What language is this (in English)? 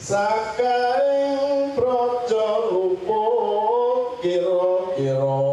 Javanese